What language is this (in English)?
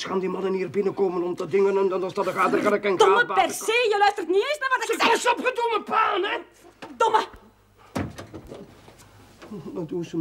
Dutch